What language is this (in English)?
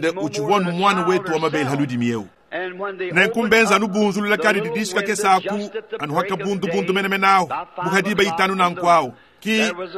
Luba-Lulua